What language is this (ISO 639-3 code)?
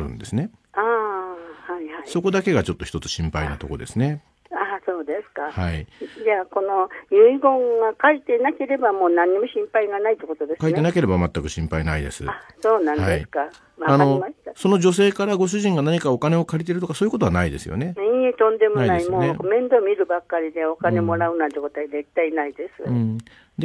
jpn